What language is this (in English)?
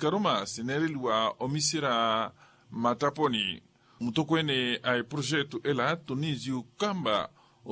Makhuwa